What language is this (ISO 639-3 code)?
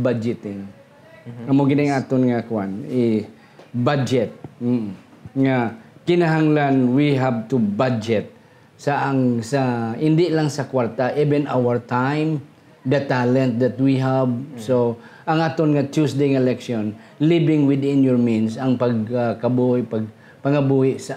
hil